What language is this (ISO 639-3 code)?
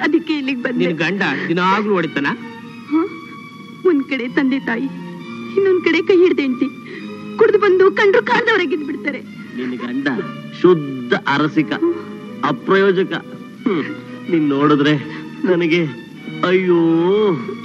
kan